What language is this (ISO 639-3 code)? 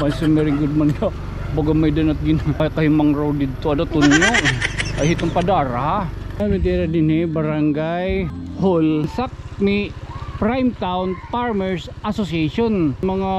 war